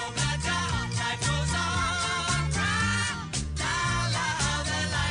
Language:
Bikol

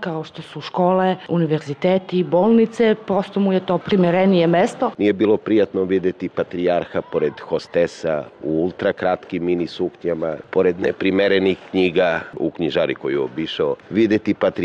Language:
Serbian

